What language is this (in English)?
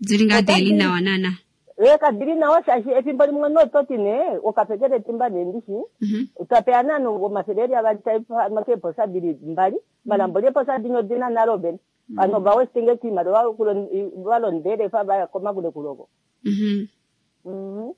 Kuanyama